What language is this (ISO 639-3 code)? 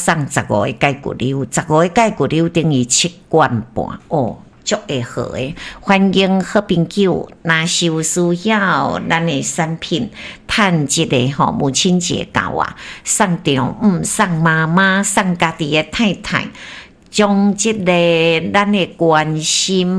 nan